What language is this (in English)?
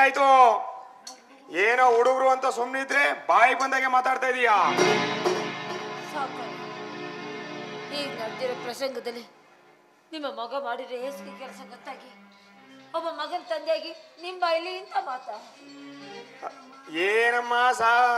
Kannada